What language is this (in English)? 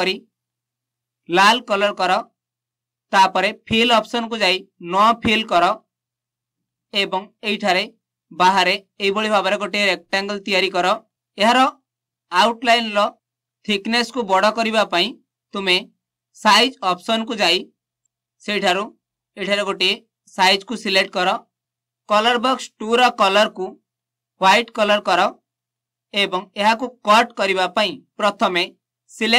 Odia